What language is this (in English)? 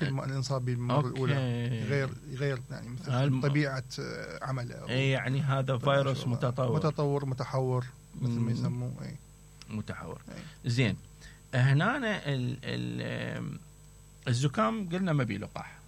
Mesopotamian Arabic